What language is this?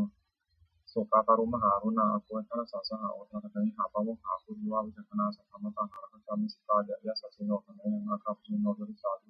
Pali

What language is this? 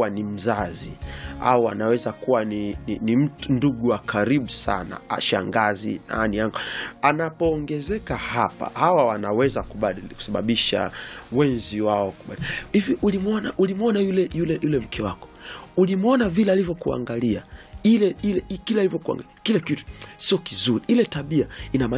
Swahili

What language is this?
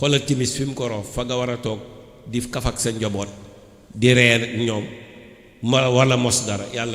Wolof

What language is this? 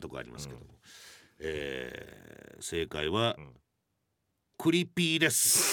Japanese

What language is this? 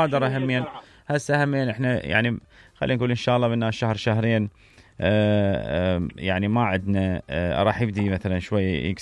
Mesopotamian Arabic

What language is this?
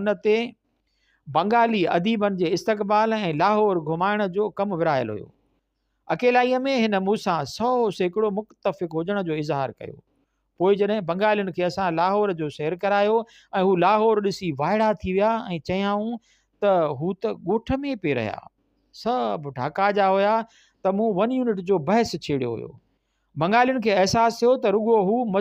Sindhi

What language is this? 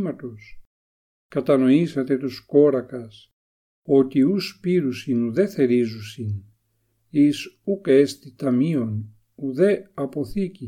Ancient Greek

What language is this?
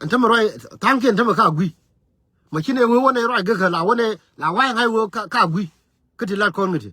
Nuer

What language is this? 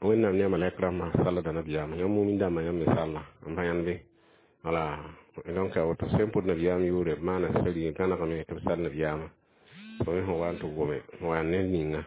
Mossi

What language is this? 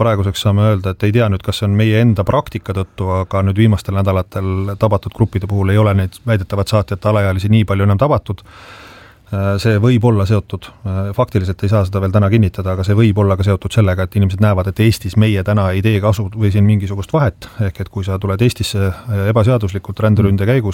Estonian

